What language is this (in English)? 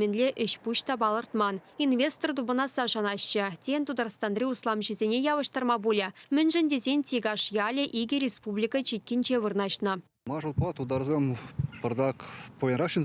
Chuvash